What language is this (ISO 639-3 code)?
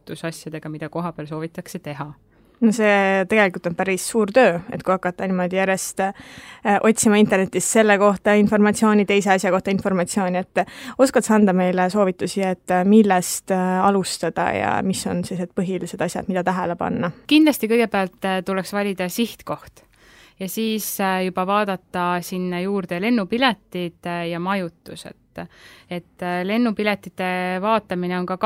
est